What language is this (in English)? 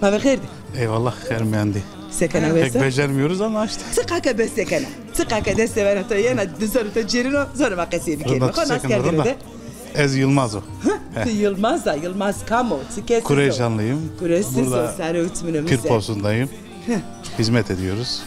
Zaza